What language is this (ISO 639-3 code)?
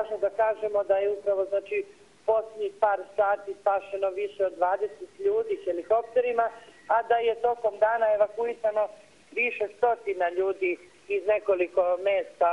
srp